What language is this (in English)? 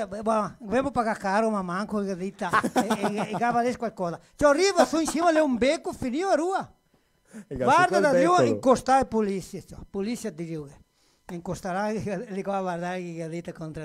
Venetian